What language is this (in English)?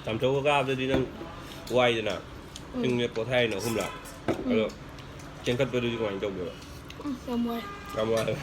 Manipuri